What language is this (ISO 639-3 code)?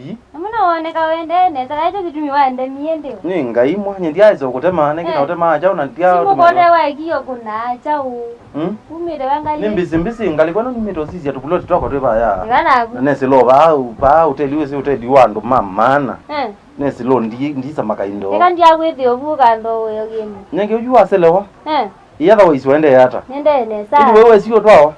kam